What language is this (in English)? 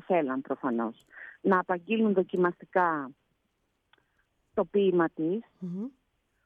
Greek